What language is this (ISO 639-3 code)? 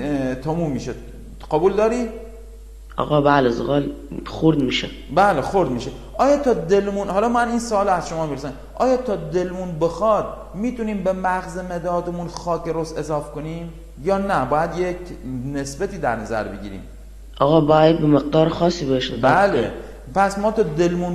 fas